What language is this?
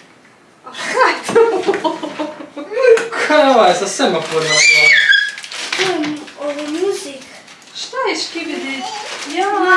Bosnian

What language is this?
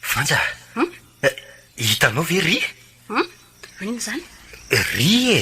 Malagasy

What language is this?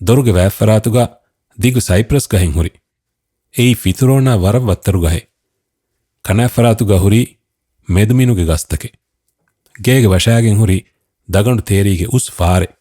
Divehi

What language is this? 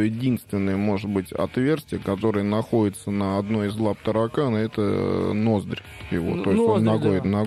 Russian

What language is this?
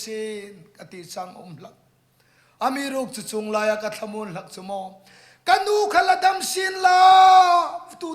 Hmar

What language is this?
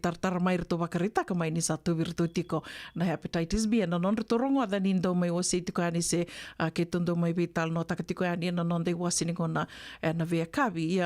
Fijian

